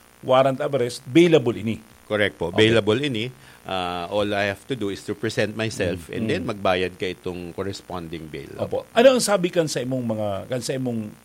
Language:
Bikol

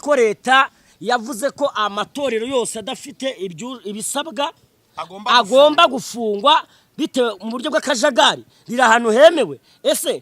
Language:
Kinyarwanda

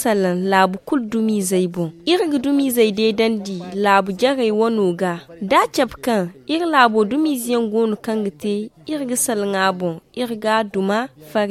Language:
Zarma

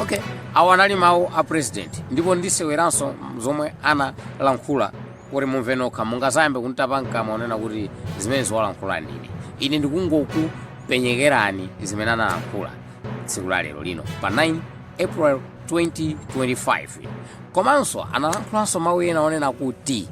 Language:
Nyanja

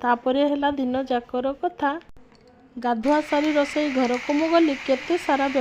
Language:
Odia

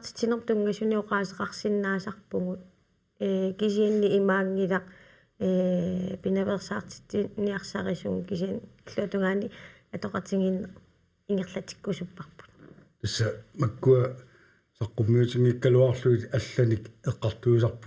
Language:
Kalaallisut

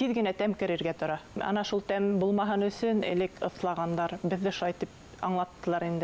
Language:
Bashkir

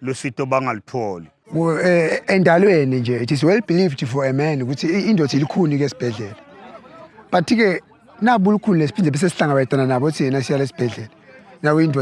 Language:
Zulu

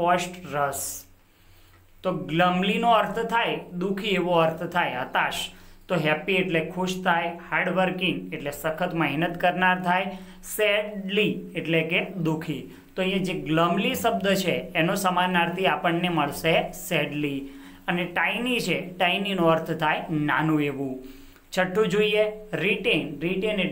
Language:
Gujarati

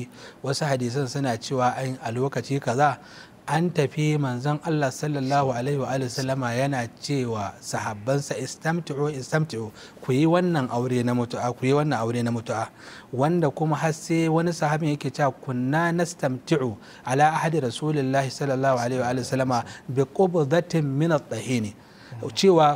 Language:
Hausa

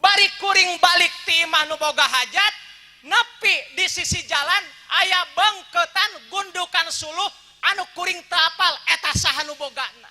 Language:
Sundanese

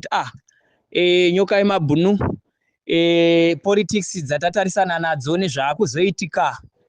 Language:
Shona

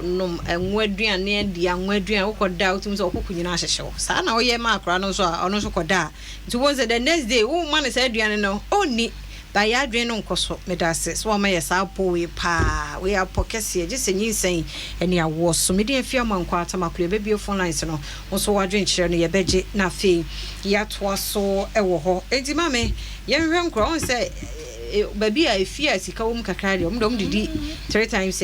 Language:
Akan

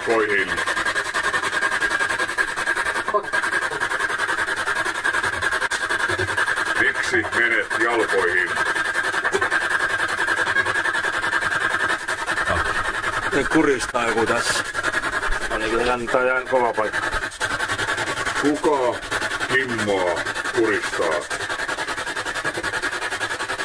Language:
Finnish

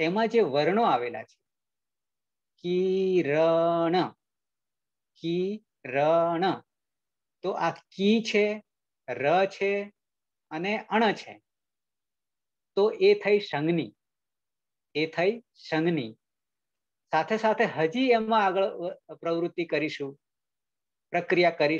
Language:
Gujarati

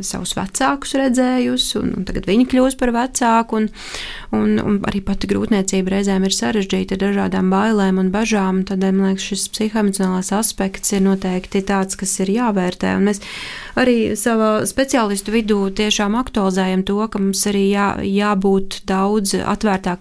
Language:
Latvian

